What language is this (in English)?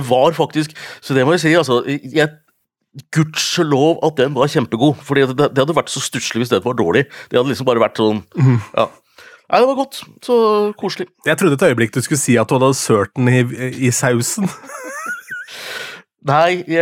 Norwegian